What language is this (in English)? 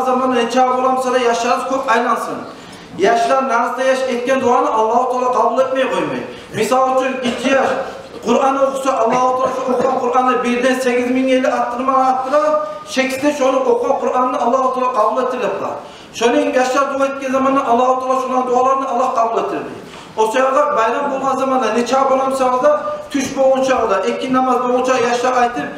Kumyk